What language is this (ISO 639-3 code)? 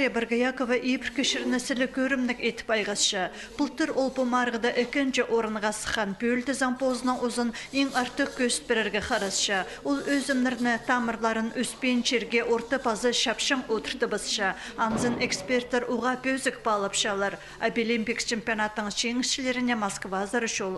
kjh